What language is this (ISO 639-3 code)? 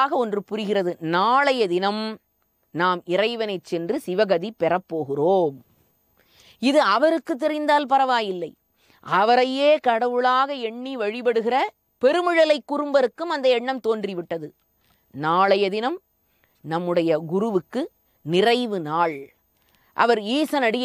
tam